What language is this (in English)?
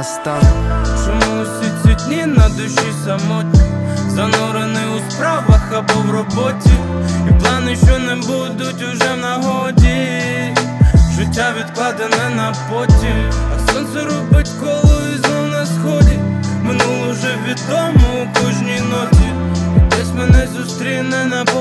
Ukrainian